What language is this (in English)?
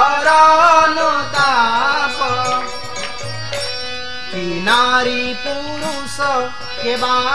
Odia